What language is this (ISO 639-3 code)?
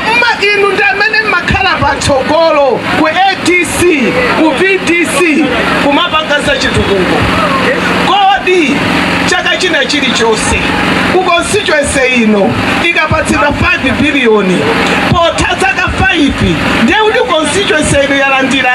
nya